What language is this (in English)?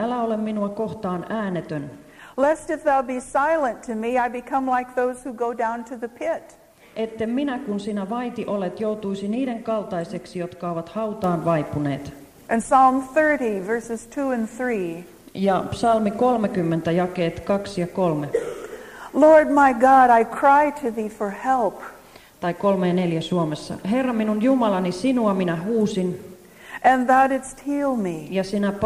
Finnish